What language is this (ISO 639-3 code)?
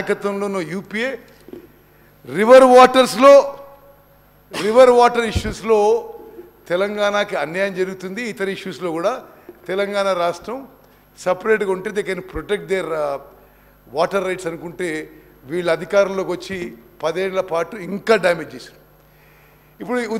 tel